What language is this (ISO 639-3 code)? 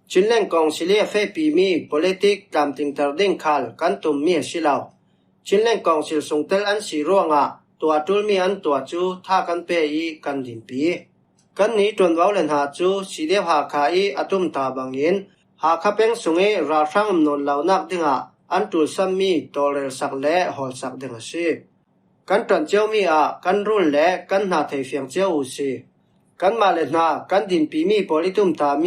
cfm